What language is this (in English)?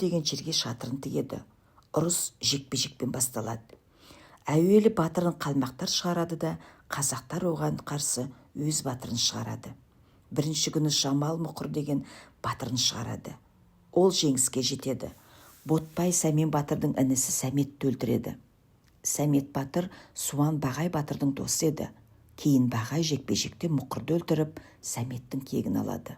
Kazakh